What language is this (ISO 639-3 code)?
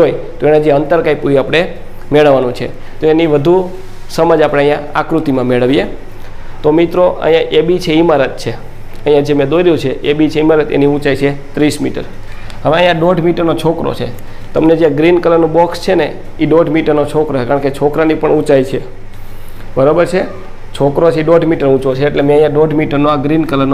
guj